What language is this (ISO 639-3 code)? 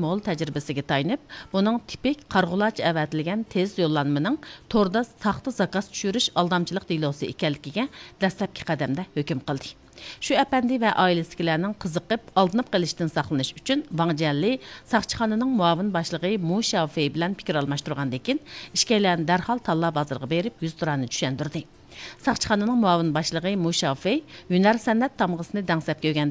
uig